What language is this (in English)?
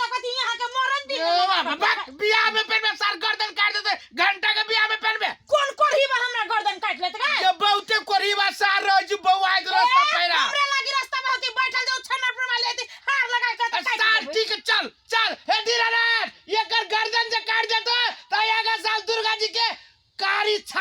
Maithili